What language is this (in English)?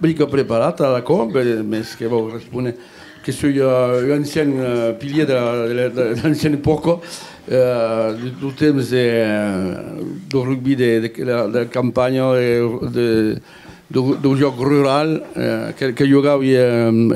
Occitan